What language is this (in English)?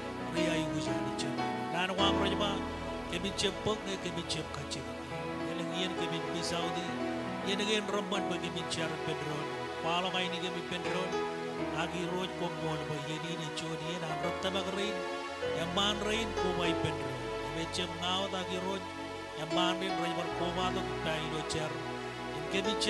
Marshallese